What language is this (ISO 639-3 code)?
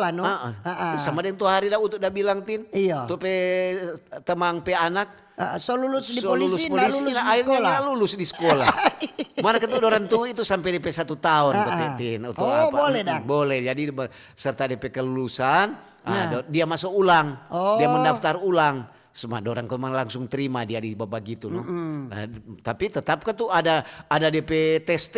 xmm